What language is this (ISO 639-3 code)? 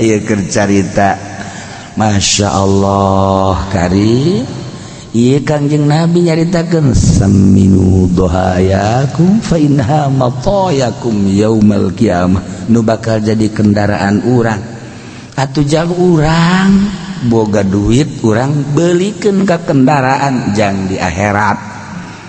sun